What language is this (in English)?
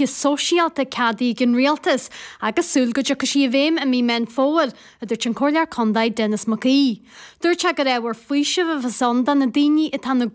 Irish